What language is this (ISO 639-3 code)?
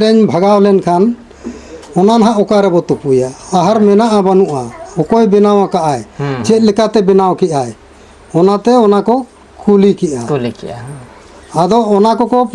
sat